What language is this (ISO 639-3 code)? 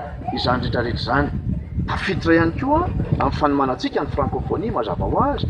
mlg